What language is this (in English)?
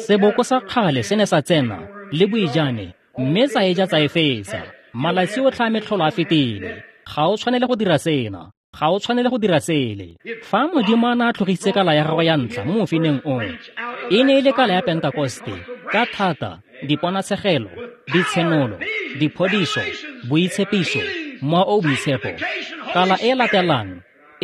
Tswana